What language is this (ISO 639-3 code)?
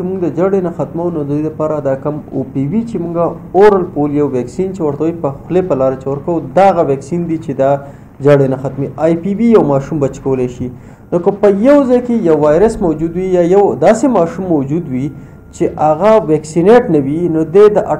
pus